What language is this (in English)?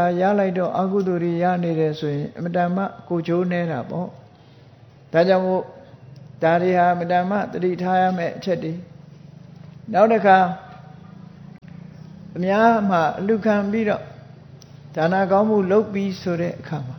Burmese